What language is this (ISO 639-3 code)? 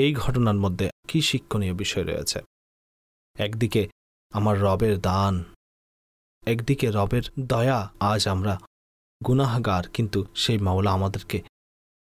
ben